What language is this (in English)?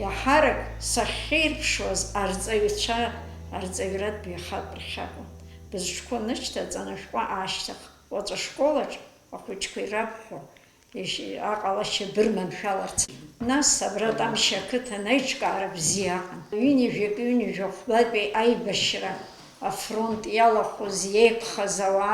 Abkhazian